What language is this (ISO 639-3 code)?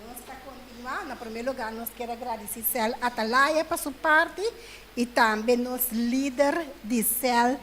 pap